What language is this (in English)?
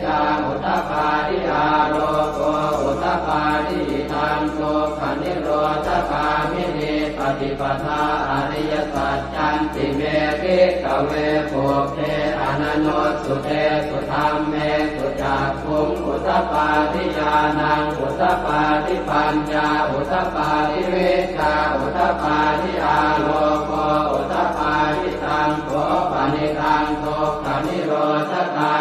Pali